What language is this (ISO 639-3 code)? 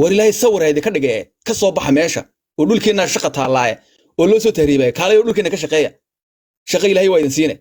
som